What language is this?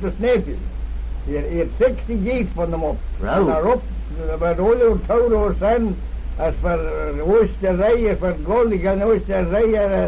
Manx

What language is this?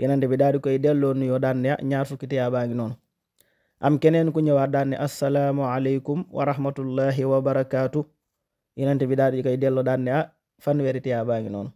Wolof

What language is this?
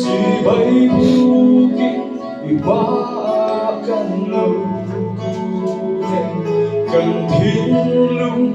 Mizo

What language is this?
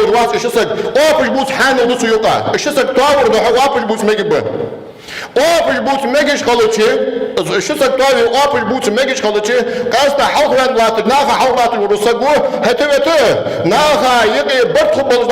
Ingush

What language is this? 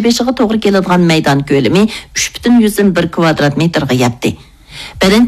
Uyghur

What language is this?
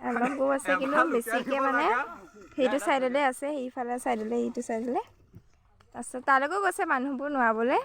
Assamese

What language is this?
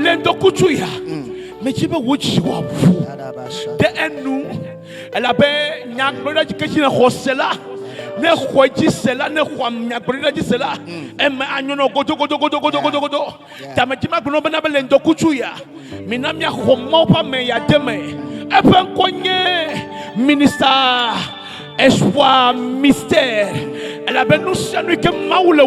Ewe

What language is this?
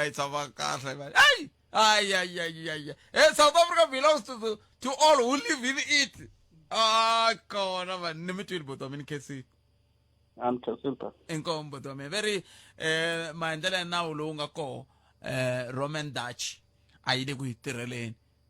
Tsonga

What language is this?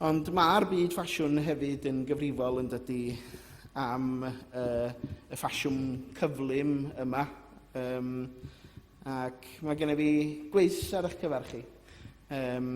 Welsh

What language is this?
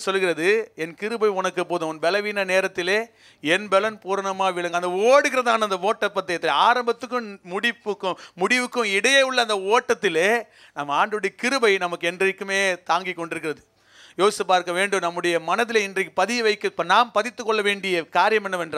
Tamil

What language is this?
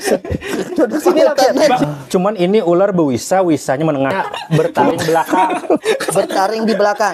Banjar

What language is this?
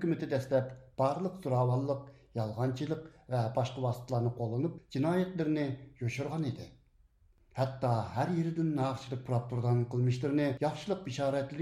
Uyghur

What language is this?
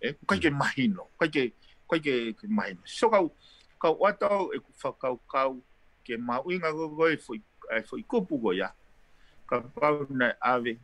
Tongan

